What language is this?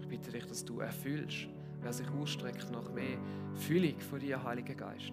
Swiss German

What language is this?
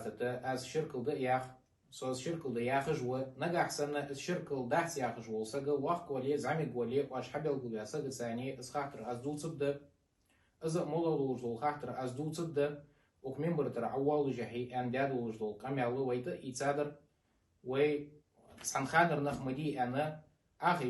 Ingush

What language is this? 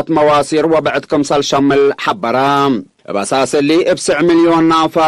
Tigre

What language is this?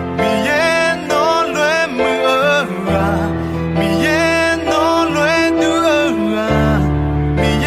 Akha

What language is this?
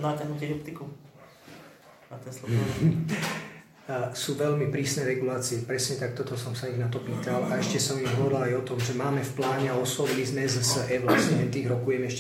Slovak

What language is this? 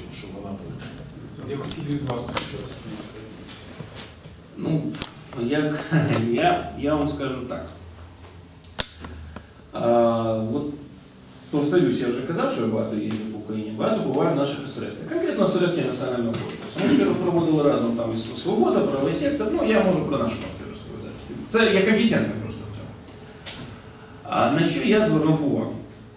Ukrainian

